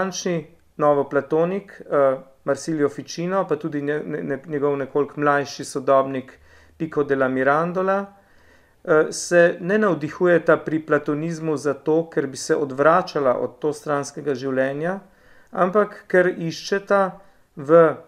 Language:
Slovenian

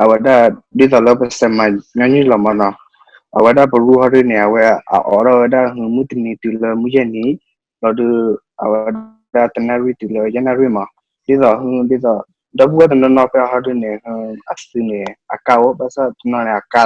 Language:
S'gaw Karen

